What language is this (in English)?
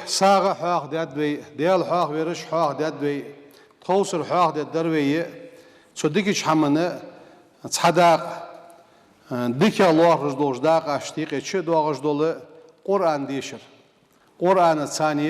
Ingush